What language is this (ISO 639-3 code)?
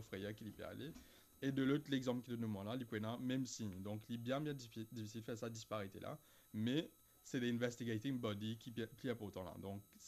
mfe